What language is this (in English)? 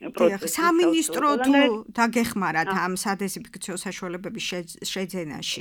Georgian